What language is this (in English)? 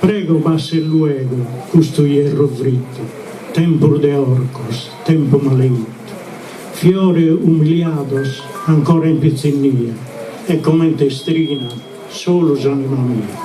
Sardinian